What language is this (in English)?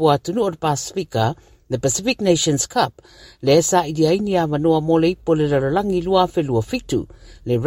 Samoan